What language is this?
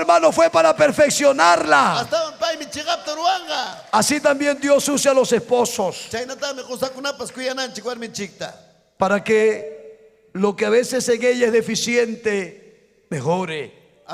Ayacucho Quechua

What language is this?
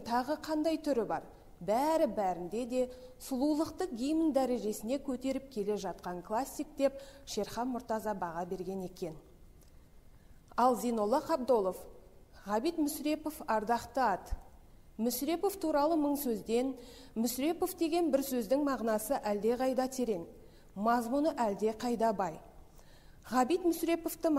Kazakh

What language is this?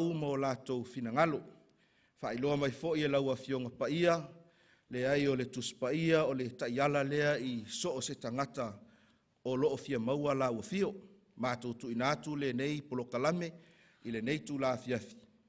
Samoan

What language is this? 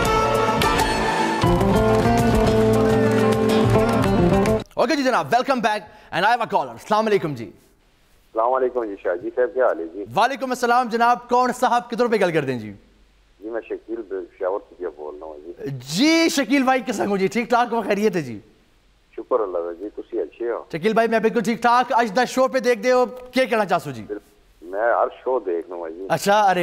Urdu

